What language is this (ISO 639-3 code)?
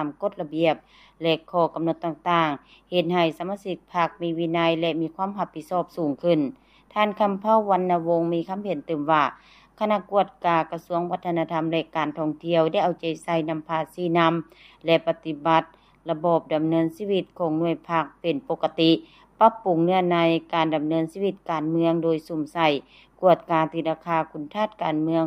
lao